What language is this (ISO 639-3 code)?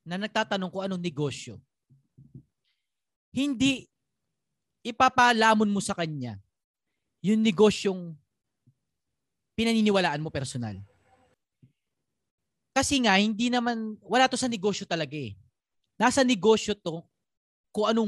fil